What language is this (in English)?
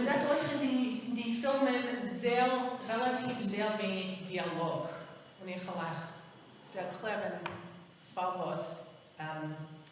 Yiddish